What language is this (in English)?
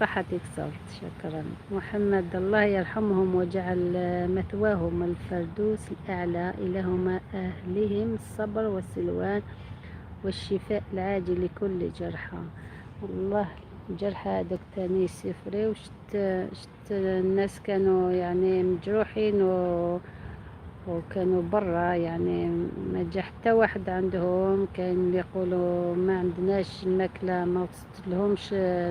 Algerian Arabic